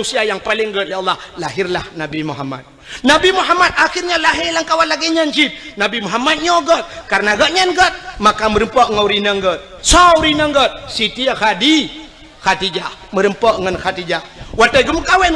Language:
Achinese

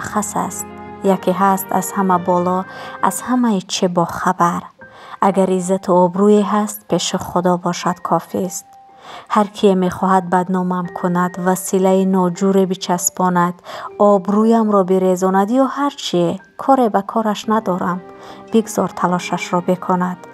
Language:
Tajik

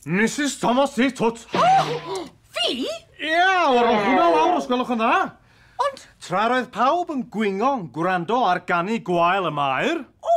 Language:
Welsh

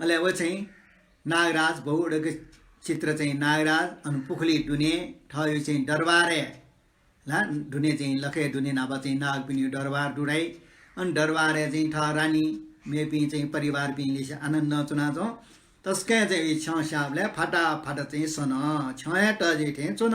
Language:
Newari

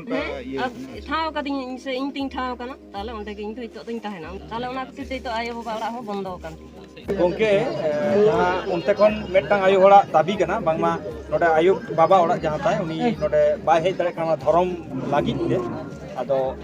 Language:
Santali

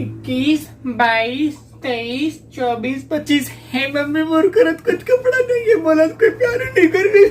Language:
Chhattisgarhi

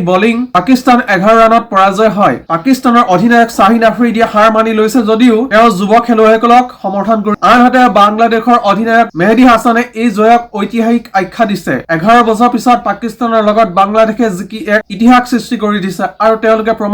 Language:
Assamese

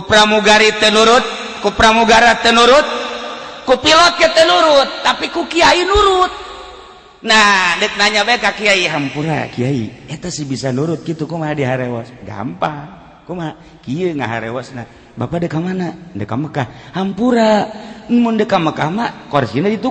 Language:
Sundanese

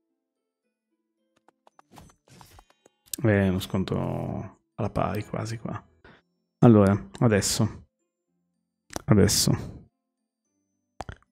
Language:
Italian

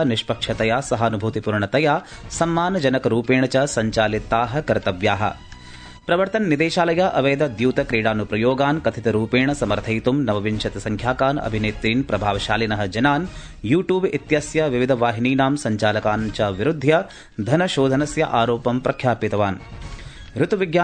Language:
Sanskrit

